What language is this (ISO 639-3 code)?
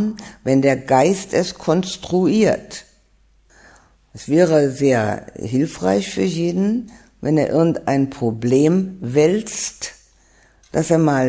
deu